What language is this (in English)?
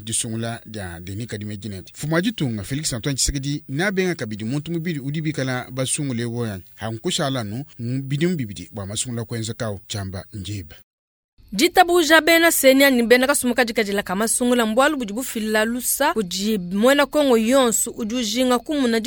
Luba-Lulua